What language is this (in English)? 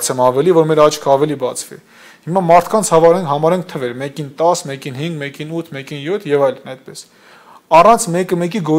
Armenian